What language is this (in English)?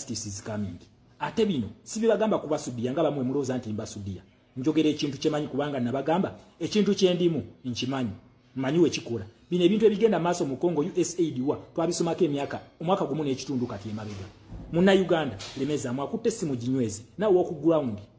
Ganda